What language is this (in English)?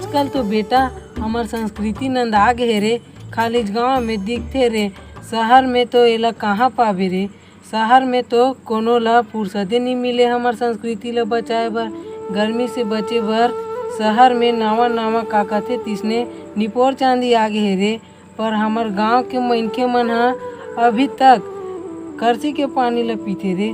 Chhattisgarhi